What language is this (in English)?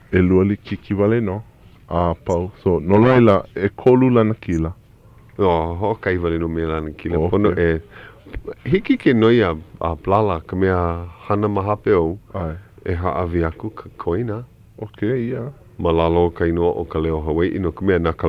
Hawaiian